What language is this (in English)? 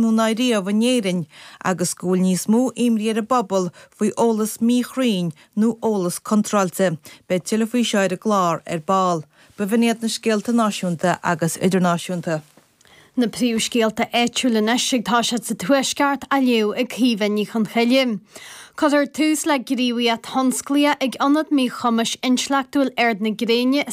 Irish